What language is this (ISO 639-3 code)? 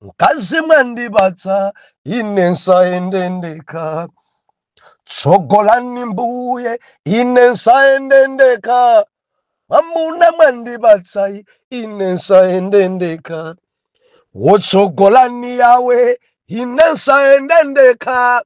nya